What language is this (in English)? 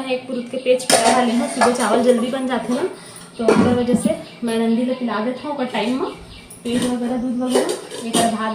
Chhattisgarhi